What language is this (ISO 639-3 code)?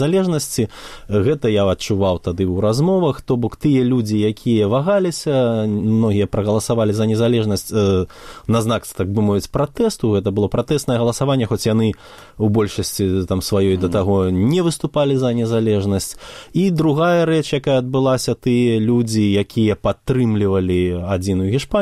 bel